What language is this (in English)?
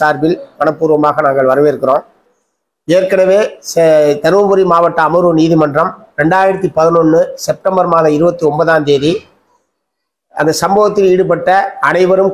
Tamil